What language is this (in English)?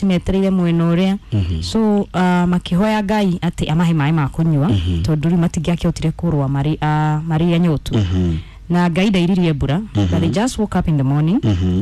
Kikuyu